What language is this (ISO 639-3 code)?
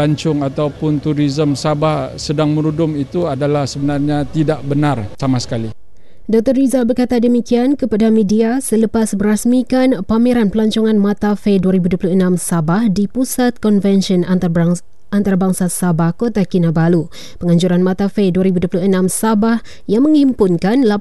msa